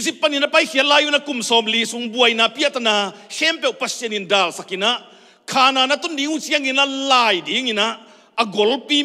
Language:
Tedim Chin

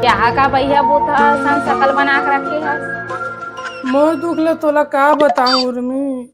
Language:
Chhattisgarhi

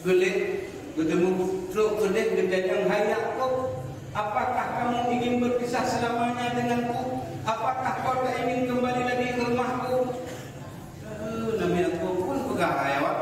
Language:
Achinese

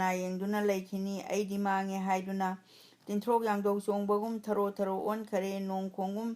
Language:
Manipuri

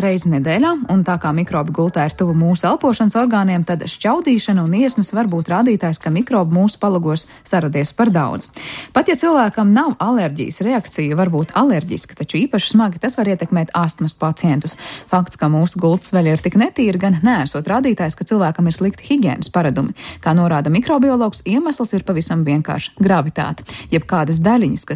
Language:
Latvian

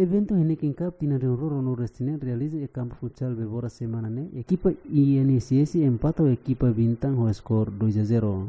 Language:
Tetum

